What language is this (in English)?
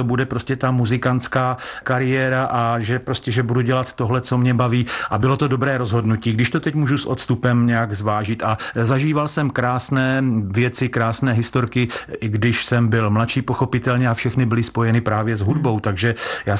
Czech